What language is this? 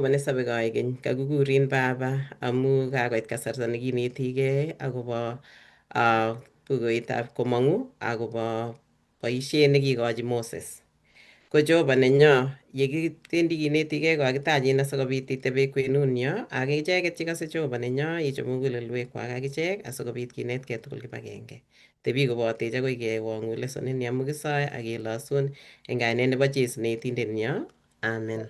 Kalenjin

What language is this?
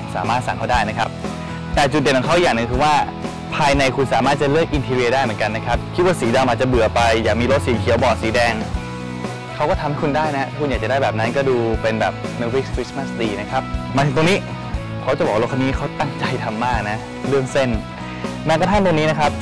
Thai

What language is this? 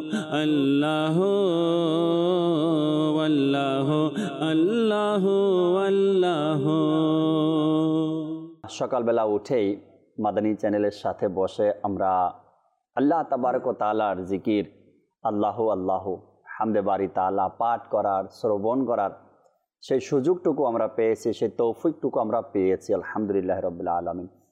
Bangla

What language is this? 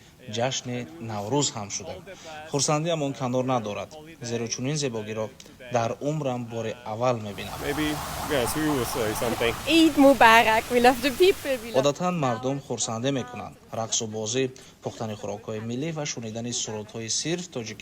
Tajik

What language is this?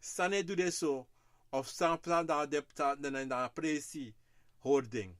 Sranan Tongo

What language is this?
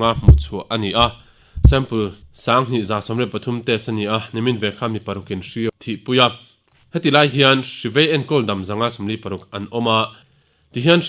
Mizo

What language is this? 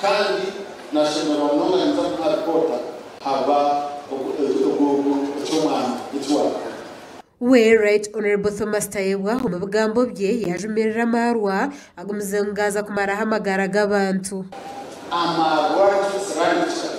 Nyankole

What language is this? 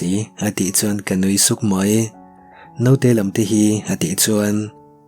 Mizo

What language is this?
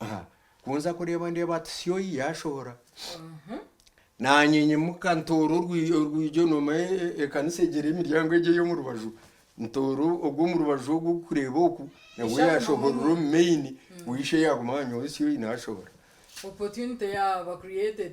Nyankole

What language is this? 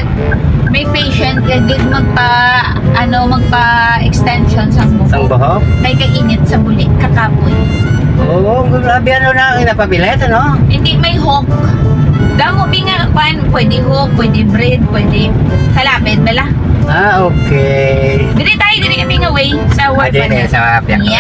Hiligaynon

